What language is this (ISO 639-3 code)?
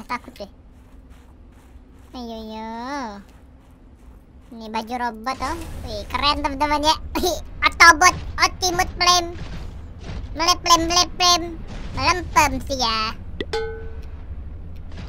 ind